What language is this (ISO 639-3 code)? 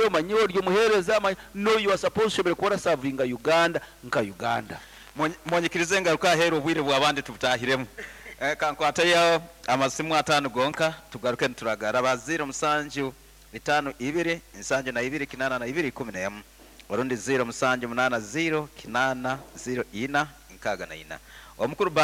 nyn